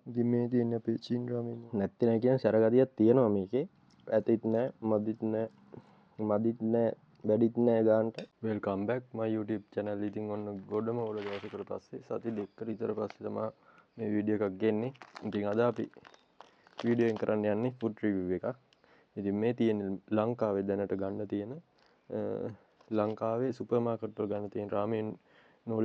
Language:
Sinhala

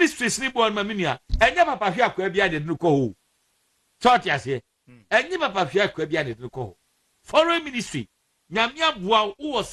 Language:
Akan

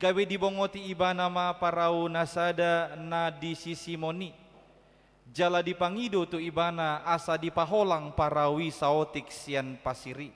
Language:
Batak Toba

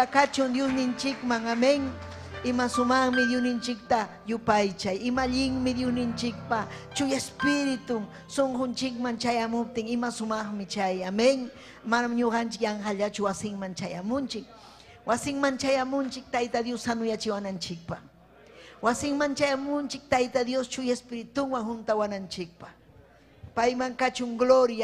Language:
Ayacucho Quechua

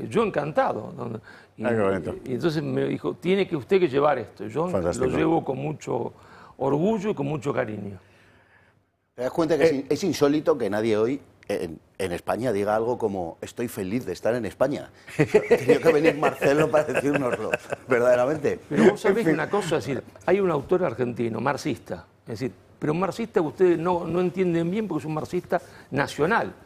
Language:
Spanish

